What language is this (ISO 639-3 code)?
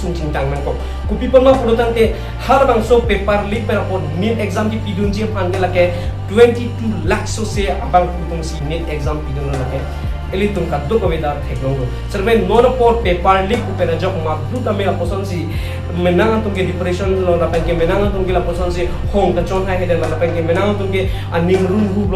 mjw